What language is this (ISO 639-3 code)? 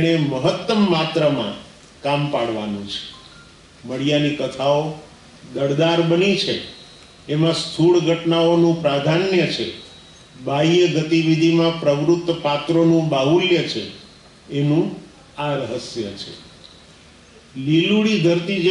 guj